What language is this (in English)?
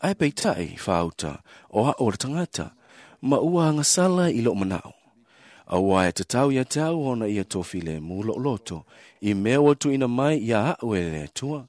Samoan